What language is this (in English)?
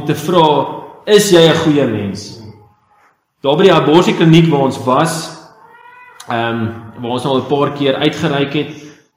Afrikaans